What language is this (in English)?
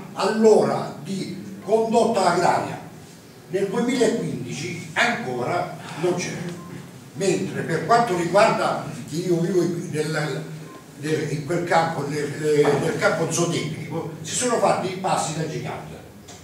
Italian